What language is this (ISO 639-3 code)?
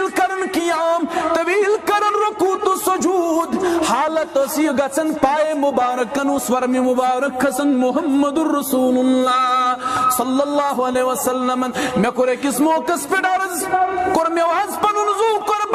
kas